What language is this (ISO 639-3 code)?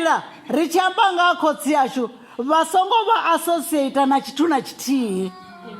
ven